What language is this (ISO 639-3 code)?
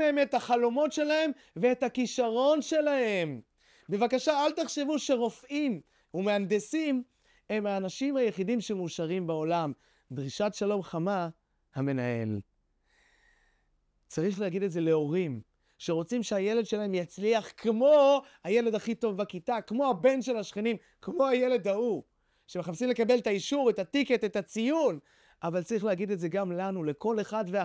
heb